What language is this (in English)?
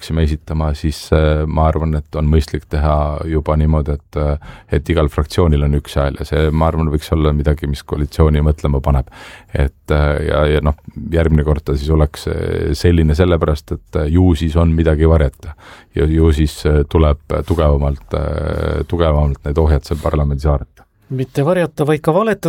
Estonian